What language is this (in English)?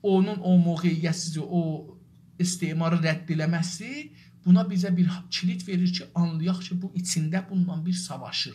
South Azerbaijani